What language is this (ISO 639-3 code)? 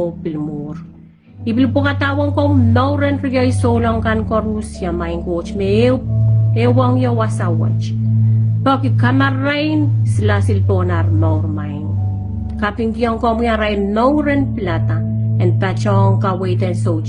pon